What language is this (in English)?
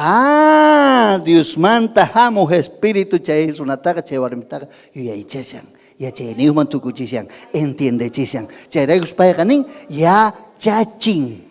Ayacucho Quechua